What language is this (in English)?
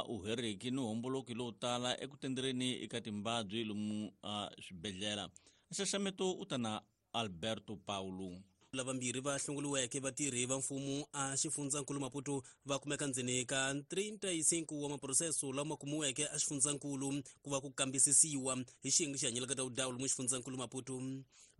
Tsonga